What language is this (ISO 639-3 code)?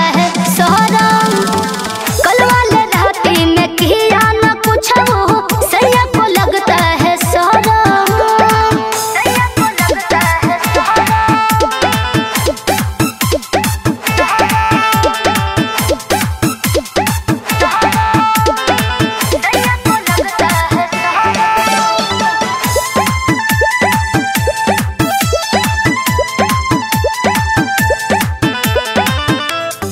bho